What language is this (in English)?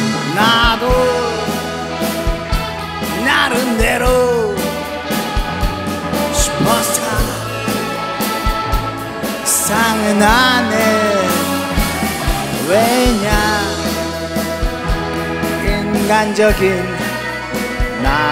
Korean